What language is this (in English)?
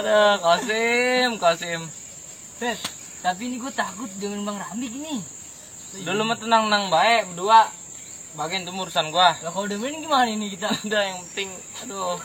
Betawi